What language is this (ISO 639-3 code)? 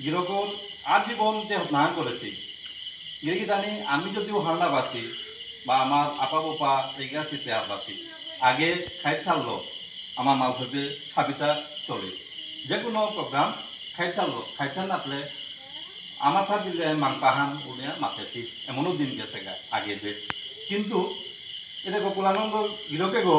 bpy